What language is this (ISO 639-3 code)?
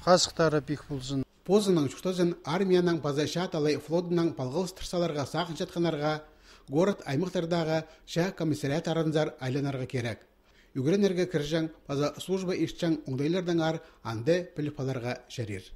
kjh